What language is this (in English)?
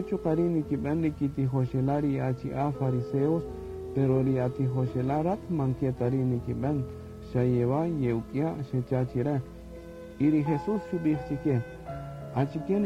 Kaqchikel